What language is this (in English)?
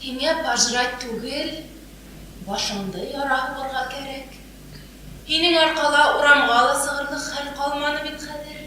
Bashkir